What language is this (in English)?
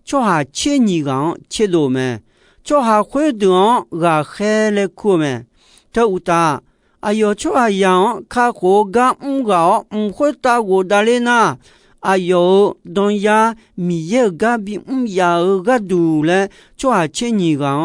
Akha